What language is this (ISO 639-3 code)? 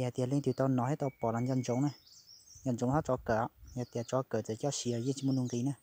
hmn